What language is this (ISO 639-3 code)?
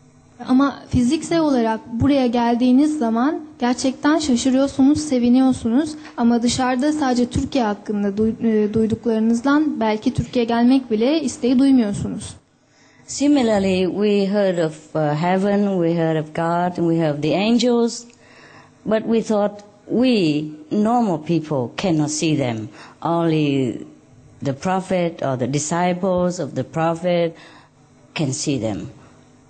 tur